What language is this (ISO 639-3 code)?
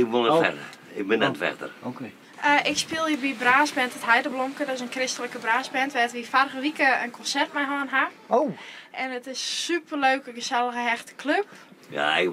fry